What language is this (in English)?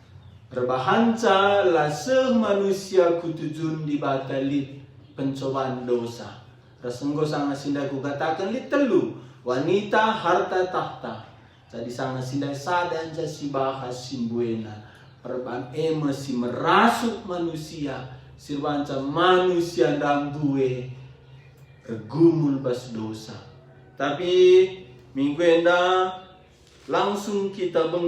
Batak Karo